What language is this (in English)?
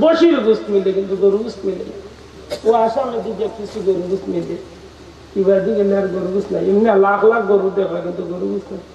Sylheti